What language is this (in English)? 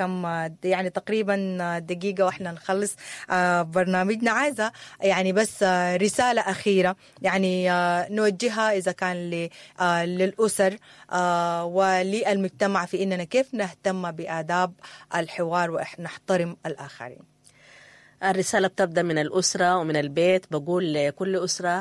Sudanese Arabic